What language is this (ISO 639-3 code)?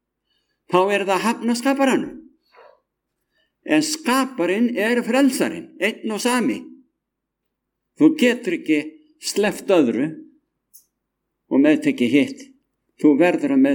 isl